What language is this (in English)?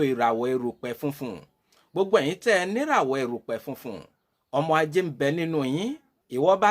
Yoruba